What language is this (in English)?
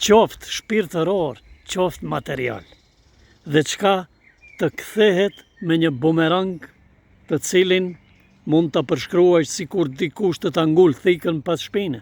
Albanian